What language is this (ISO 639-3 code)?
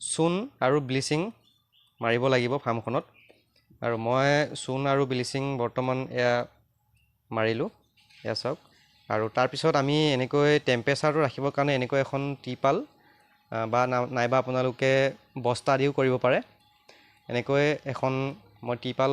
asm